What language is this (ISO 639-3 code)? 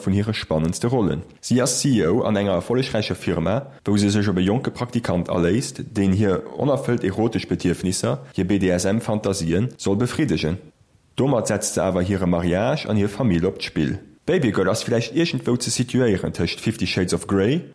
ltz